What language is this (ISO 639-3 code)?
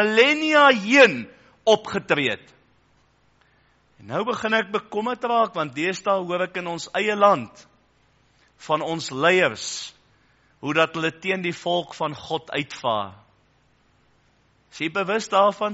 afr